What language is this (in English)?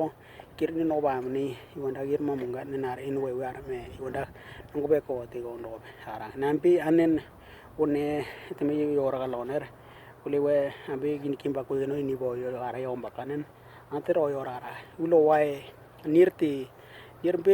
Western Dani